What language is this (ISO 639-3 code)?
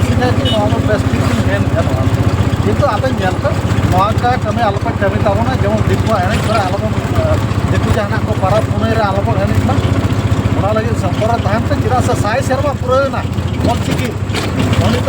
sat